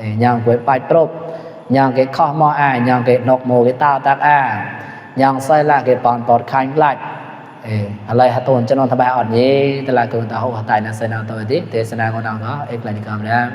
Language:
Mon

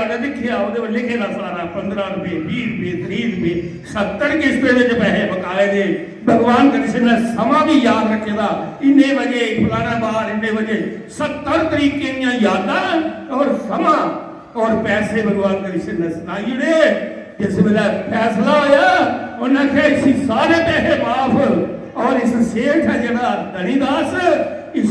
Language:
Dogri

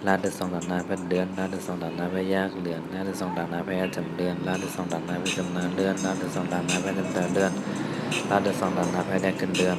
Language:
Shan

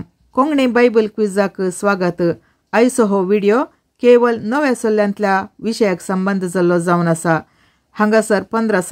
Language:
Konkani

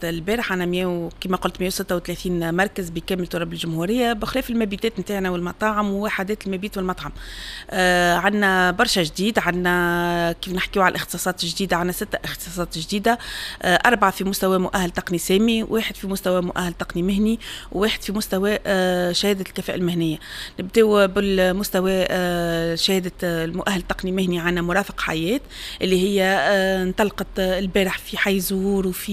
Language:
Tunisian Arabic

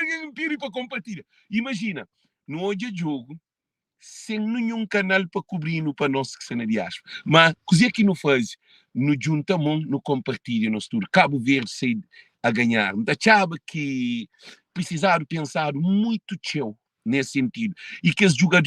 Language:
Kabuverdianu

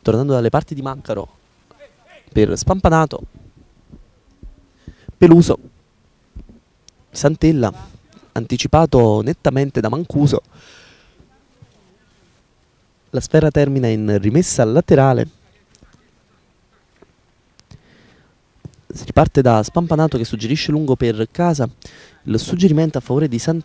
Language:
Italian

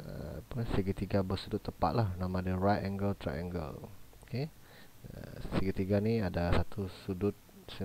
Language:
Malay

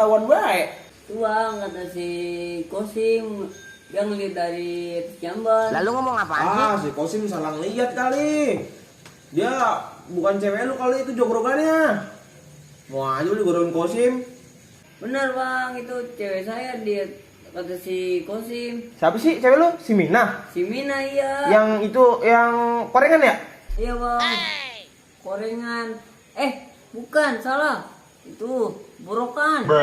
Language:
Betawi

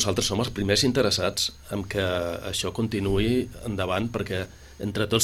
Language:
Catalan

